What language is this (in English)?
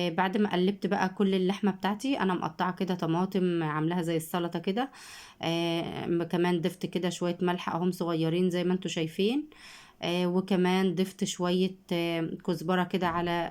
Egyptian Arabic